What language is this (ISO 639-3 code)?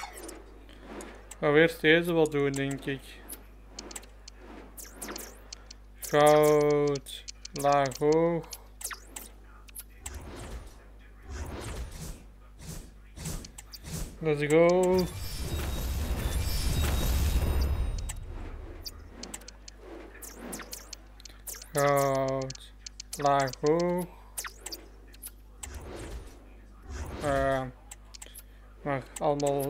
nld